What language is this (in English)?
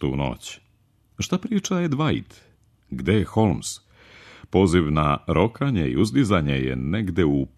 Serbian